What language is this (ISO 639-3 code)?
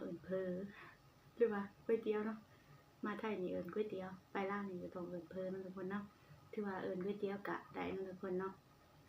tts